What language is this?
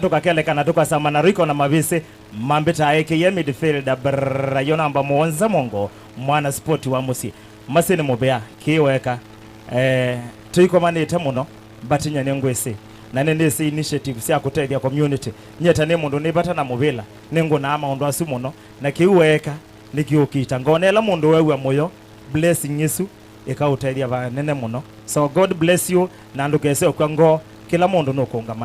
Kamba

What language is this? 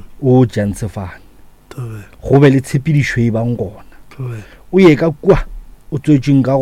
Northern Sotho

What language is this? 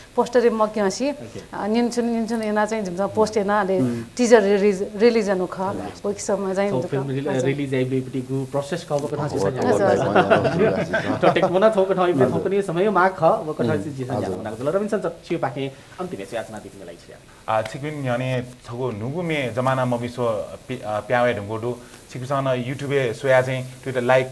Newari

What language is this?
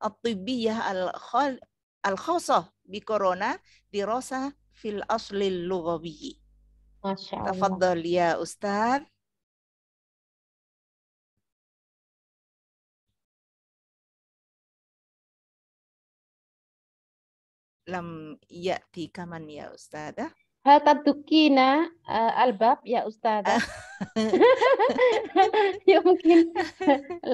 Arabic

